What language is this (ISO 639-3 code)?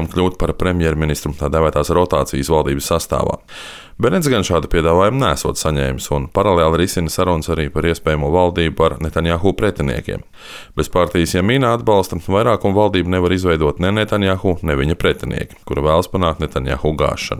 lav